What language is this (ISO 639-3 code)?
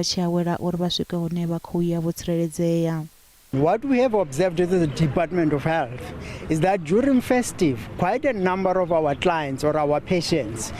ven